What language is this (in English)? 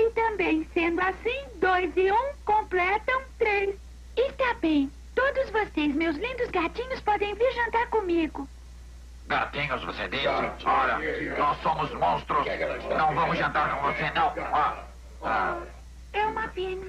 Portuguese